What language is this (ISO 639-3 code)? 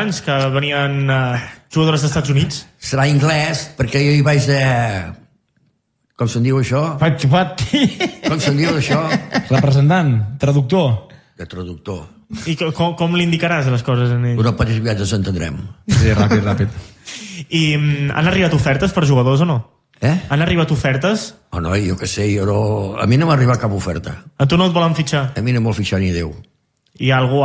cat